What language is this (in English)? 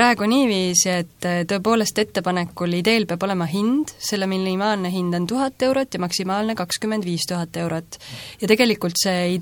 Estonian